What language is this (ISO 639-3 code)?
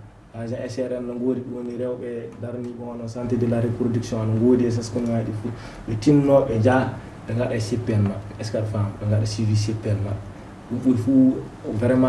ful